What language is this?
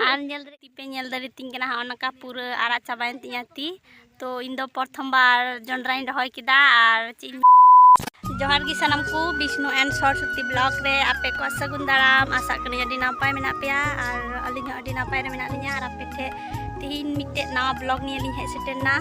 Santali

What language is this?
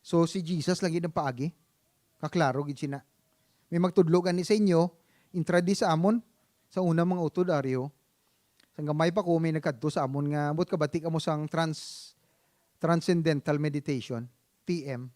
Hiligaynon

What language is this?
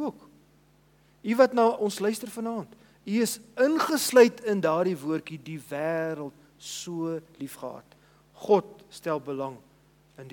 Afrikaans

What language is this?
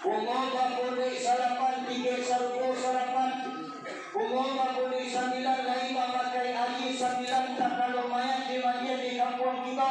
Minangkabau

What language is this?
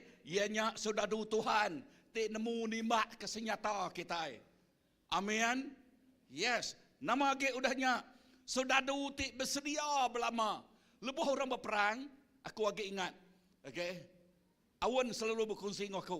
Iban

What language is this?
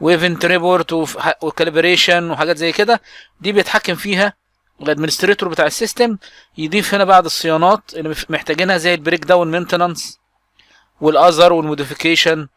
Egyptian Arabic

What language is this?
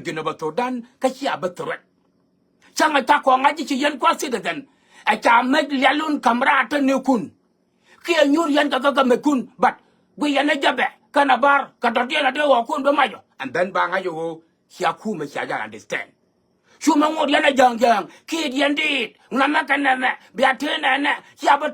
Nuer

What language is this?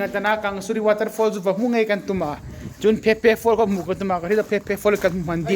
Hmar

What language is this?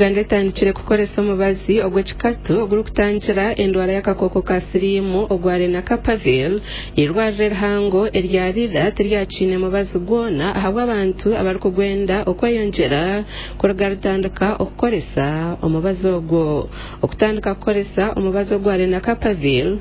Nyankole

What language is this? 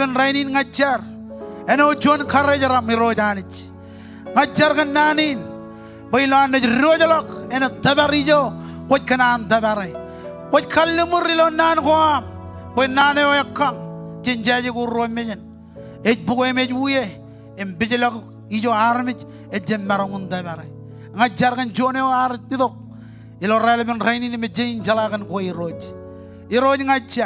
Marshallese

